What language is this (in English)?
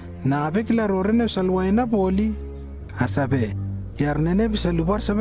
Lewo